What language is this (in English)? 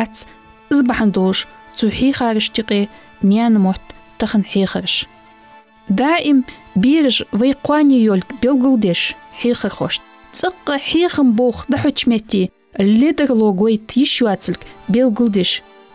Ingush